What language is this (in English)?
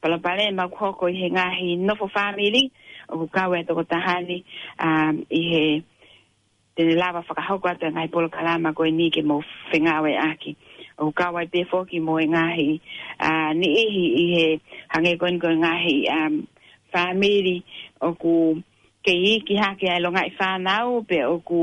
Tongan